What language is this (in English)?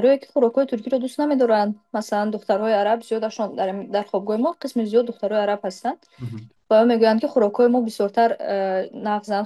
Tajik